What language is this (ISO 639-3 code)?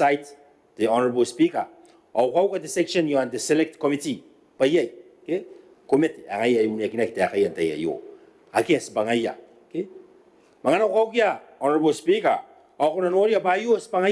gil